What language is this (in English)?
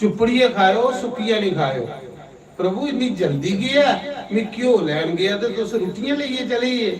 Dogri